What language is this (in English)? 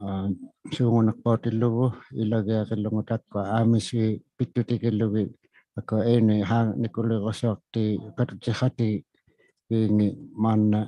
Inuktitut